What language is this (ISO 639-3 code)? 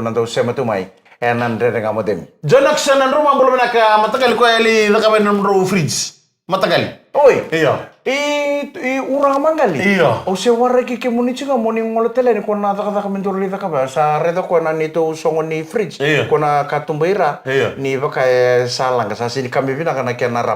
fij